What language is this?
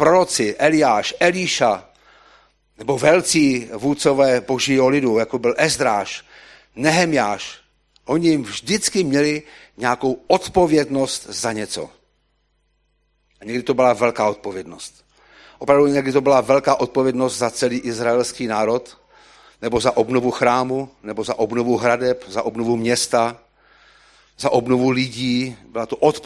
Czech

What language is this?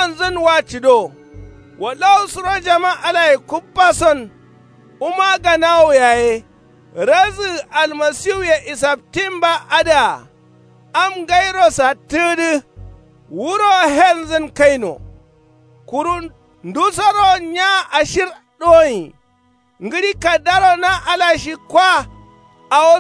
Kanuri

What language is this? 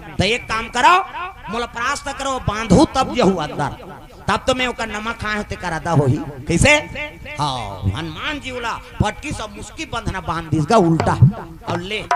Chhattisgarhi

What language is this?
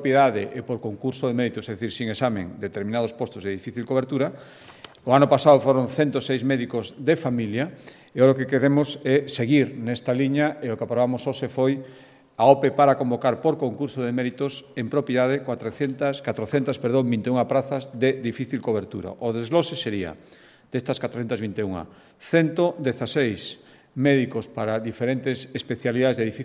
Galician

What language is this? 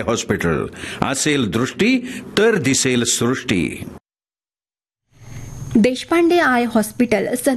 Marathi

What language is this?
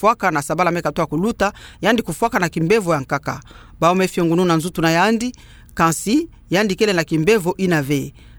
Kituba (Democratic Republic of Congo)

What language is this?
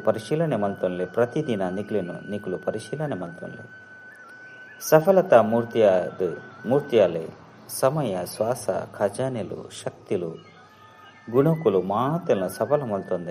Tulu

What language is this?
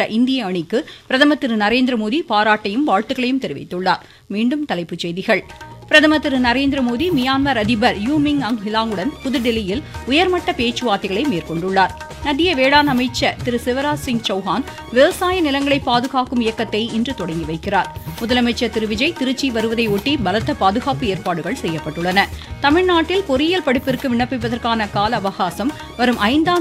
Tamil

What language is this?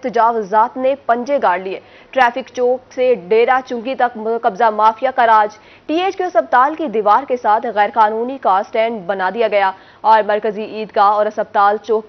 Urdu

